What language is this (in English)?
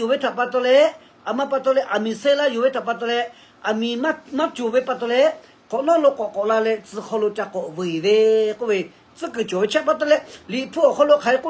Lahu